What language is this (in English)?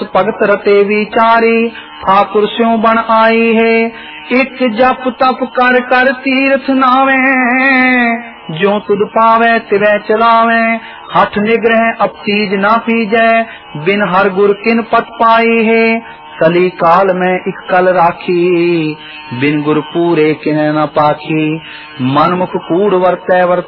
Punjabi